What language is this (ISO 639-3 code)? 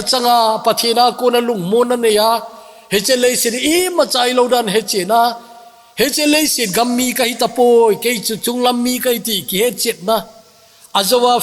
tcz